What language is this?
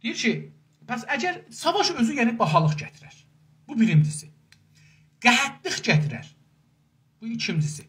South Azerbaijani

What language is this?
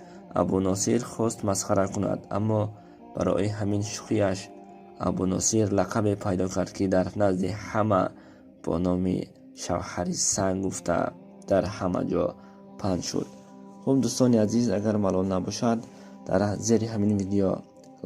Tajik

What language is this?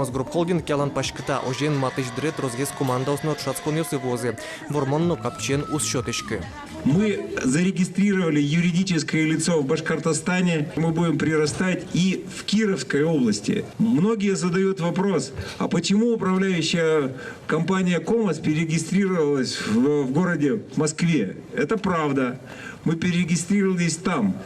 Udmurt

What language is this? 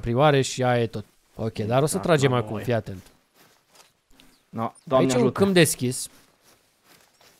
Romanian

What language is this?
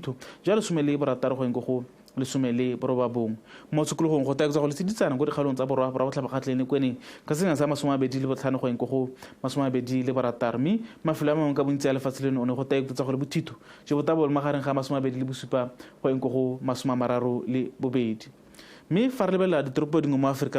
Tswana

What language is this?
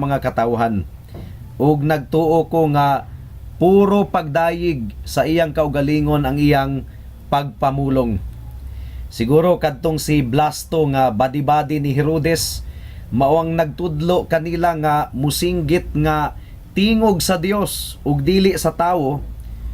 Cebuano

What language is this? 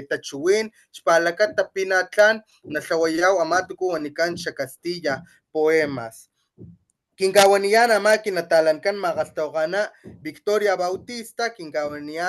Papantla Totonac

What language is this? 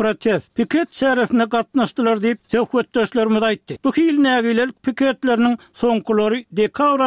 Turkmen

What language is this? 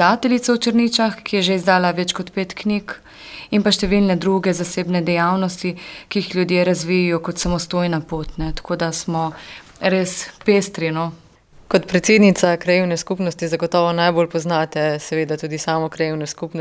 Slovenian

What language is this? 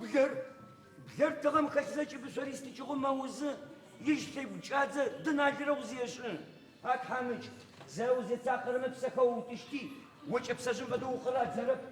Adyghe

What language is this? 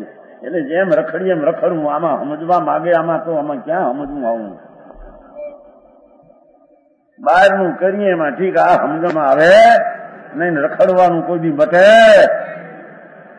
Gujarati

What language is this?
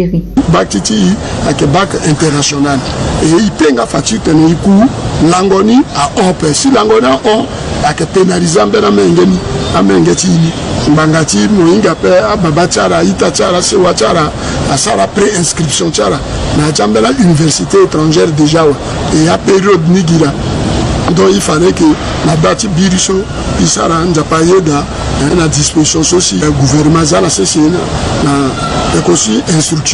Sango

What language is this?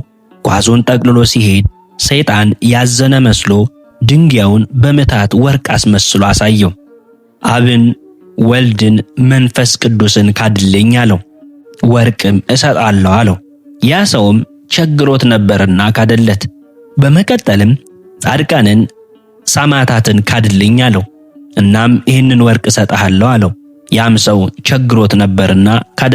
Amharic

